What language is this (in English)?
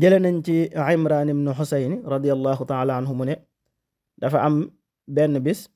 Wolof